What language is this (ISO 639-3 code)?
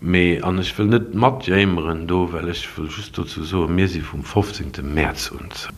ltz